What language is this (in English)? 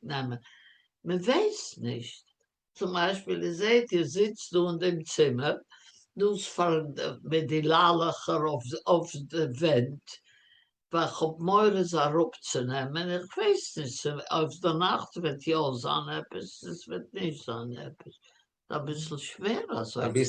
Yiddish